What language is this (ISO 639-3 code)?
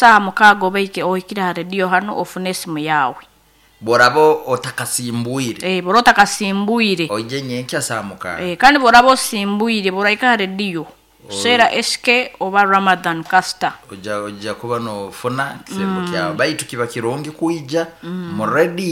nyo